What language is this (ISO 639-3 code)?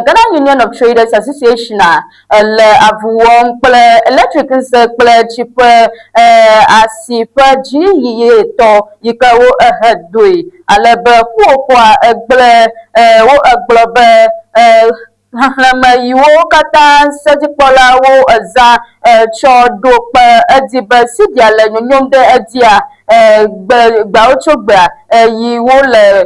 ewe